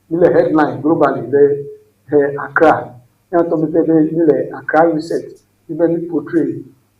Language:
Ewe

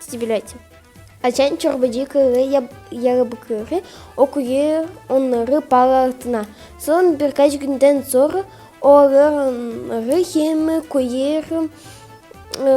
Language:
Gagauz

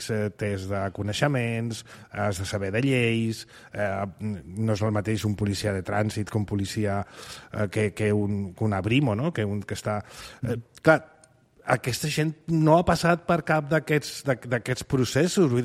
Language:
Catalan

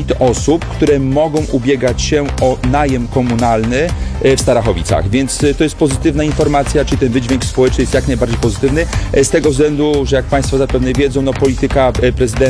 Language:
Polish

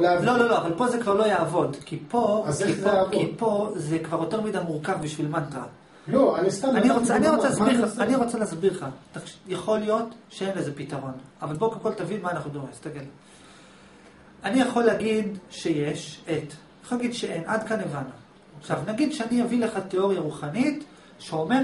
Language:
Hebrew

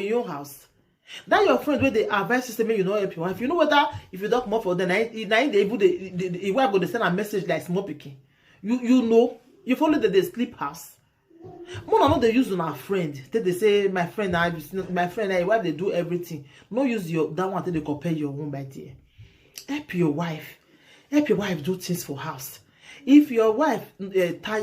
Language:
Nigerian Pidgin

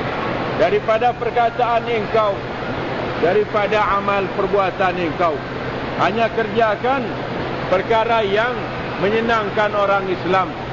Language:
Malay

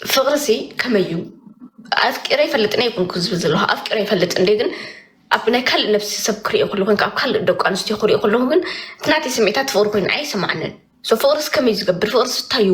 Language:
Tigrinya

